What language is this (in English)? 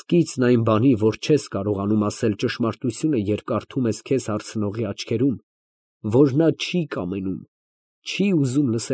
Armenian